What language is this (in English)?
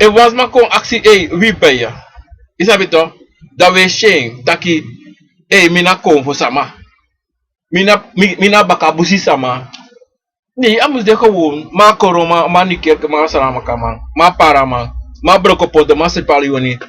Sranan Tongo